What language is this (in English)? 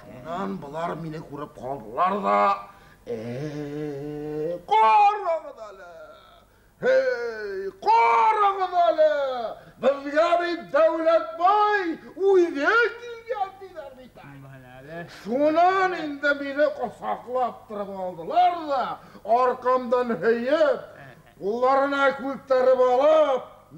Bashkir